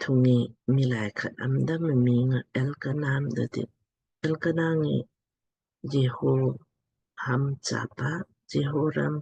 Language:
Lamkang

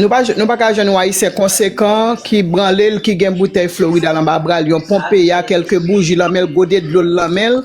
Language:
Haitian Creole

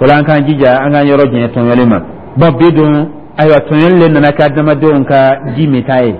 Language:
Dyula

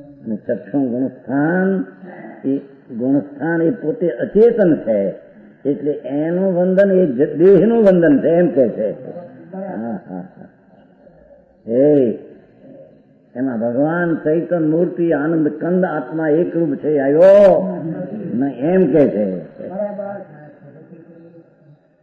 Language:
Gujarati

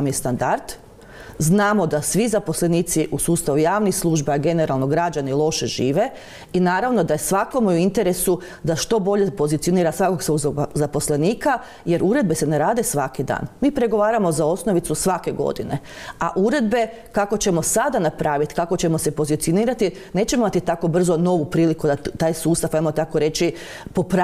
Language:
Croatian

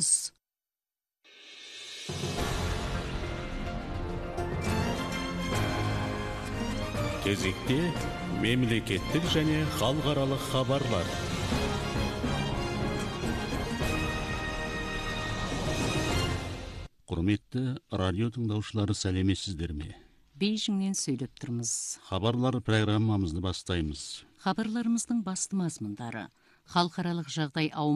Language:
Kazakh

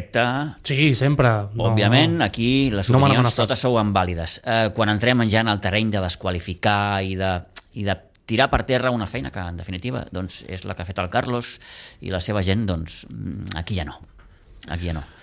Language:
Catalan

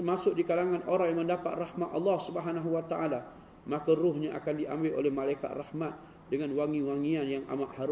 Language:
Malay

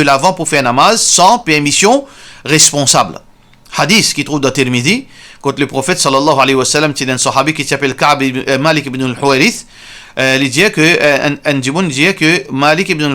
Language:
Morisyen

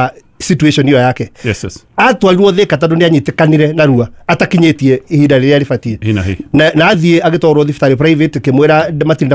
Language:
Kikuyu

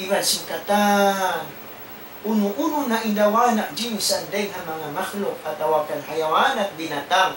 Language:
Tausug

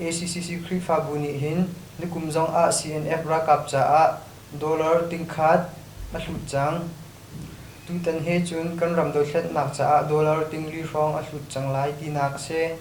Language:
Hakha Chin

